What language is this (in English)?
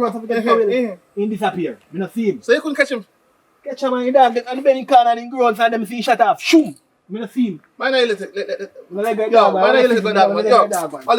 Jamaican Creole English